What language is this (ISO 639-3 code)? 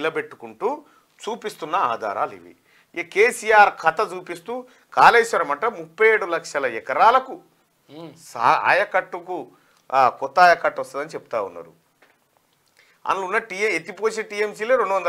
tel